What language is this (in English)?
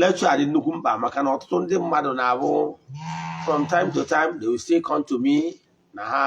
Igbo